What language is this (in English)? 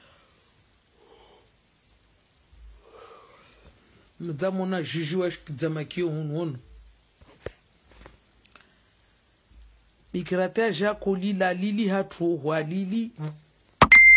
Swahili